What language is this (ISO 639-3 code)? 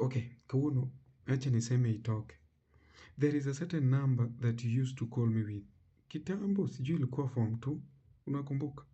luo